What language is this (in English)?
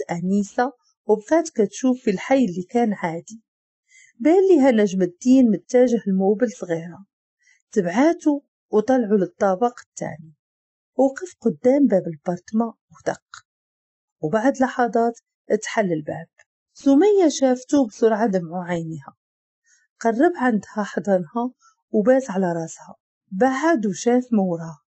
Moroccan Arabic